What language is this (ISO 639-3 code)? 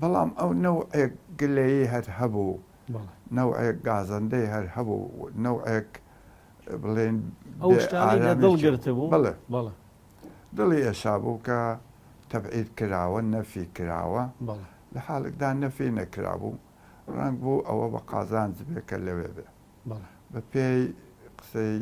ckb